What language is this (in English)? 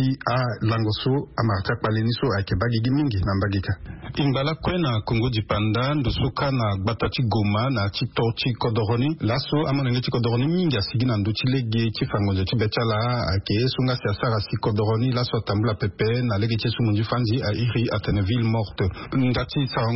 Sango